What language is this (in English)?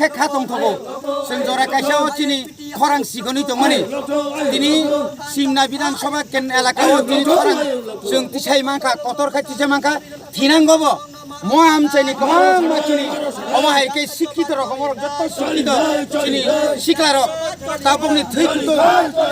Kok Borok